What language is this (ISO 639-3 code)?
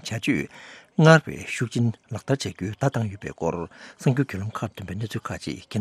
bod